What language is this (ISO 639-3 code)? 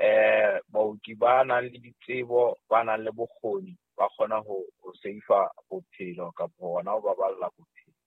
sot